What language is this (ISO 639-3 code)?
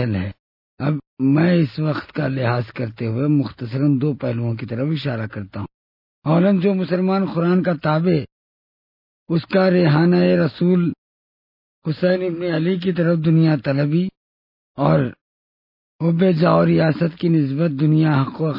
urd